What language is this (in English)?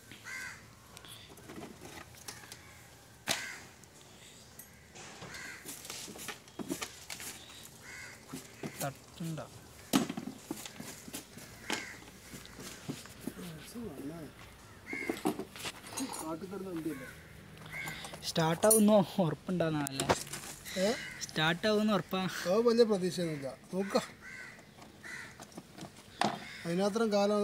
Malayalam